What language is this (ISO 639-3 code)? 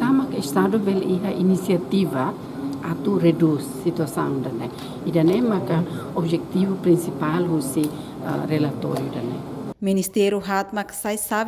tet